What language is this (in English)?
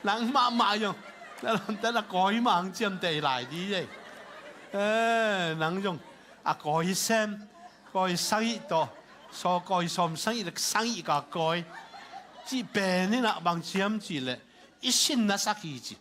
Tedim Chin